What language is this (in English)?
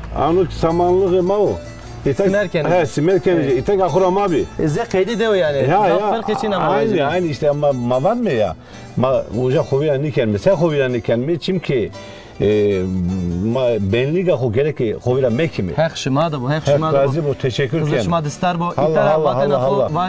Zaza